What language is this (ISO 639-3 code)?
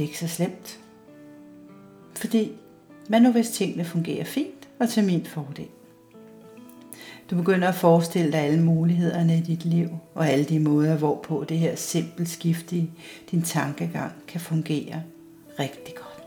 dan